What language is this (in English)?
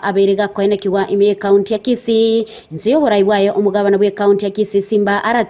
Gusii